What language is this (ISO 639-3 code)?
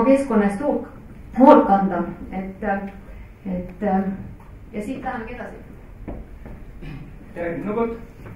est